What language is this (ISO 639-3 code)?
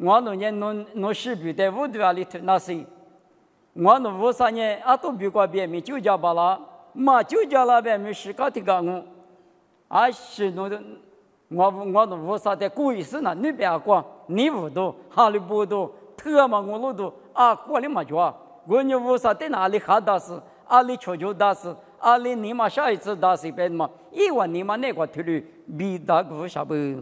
lis